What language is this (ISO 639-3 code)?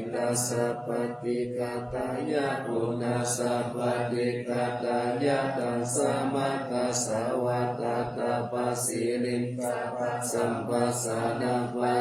pli